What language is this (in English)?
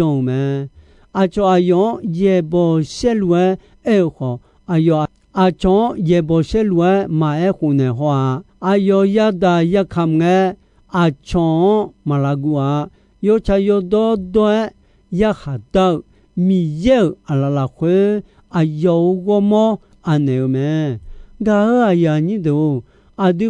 Akha